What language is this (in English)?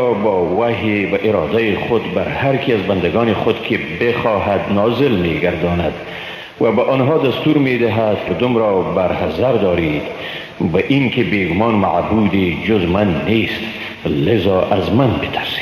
Persian